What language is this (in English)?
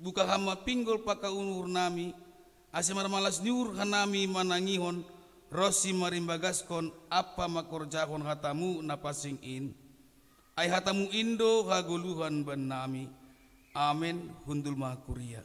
Batak Simalungun